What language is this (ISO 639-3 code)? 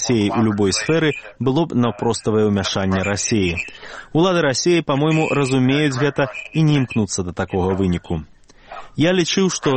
bel